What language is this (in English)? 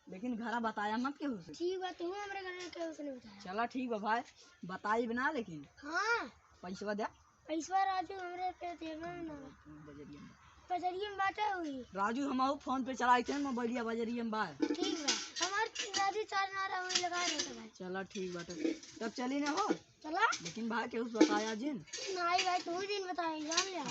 Awadhi